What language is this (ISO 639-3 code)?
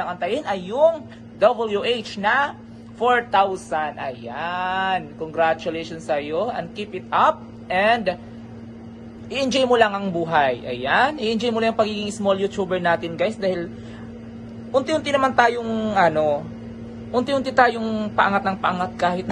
fil